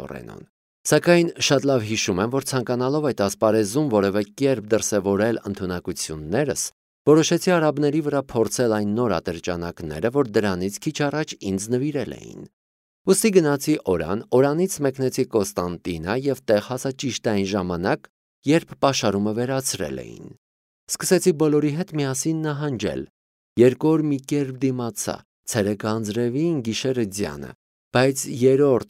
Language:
Armenian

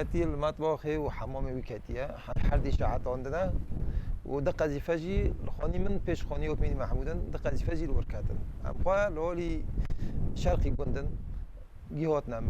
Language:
Kurdish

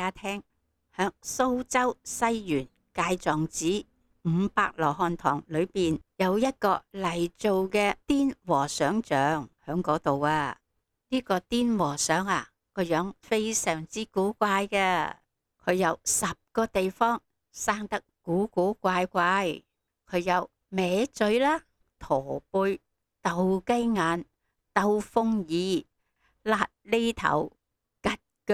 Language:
Cantonese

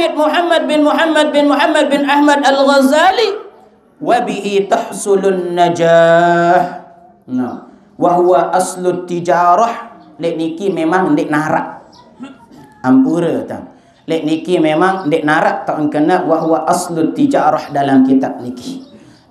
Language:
Sasak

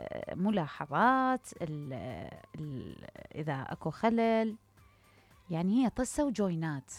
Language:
Mesopotamian Arabic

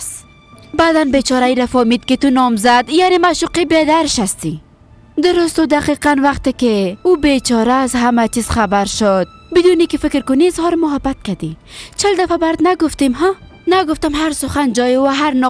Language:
Persian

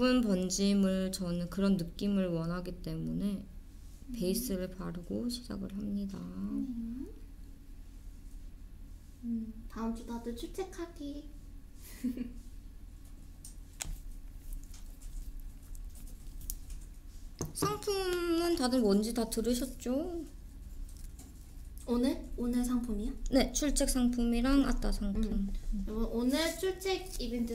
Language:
Korean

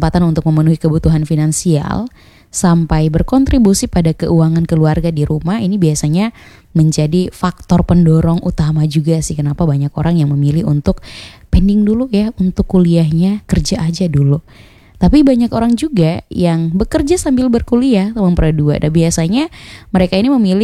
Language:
Indonesian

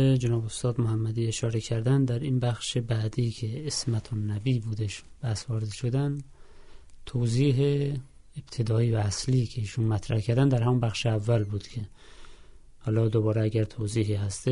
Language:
Persian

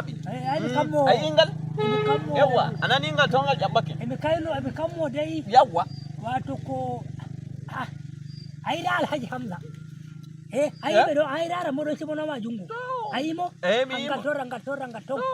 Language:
Nigerian Fulfulde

